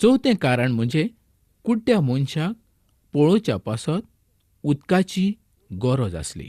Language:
Konkani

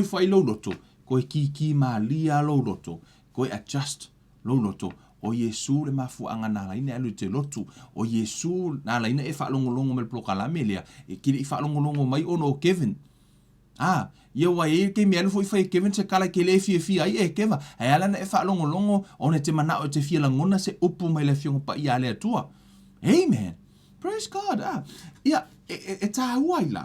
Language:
Samoan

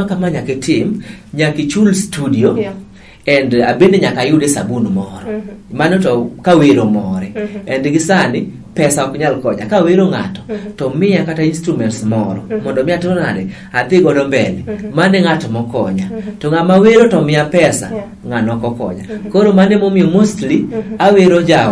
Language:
Luo (Kenya and Tanzania)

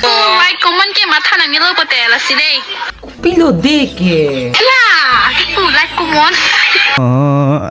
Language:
Karbi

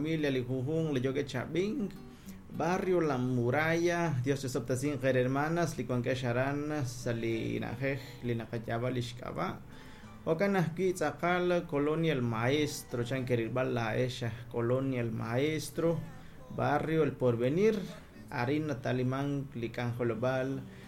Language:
Kekchí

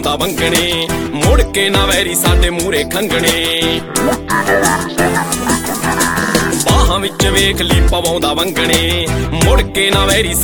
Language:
Punjabi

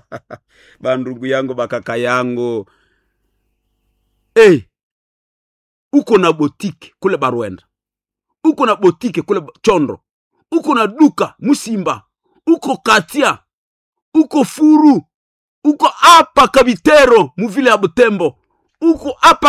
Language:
Swahili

